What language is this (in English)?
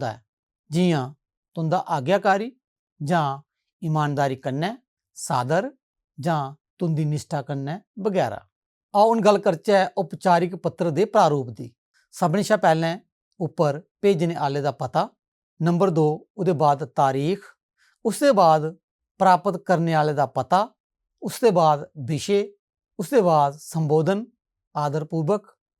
Dogri